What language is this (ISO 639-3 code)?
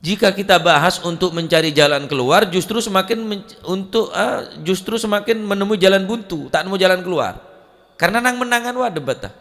mad